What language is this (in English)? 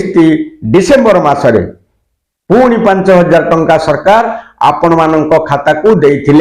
Odia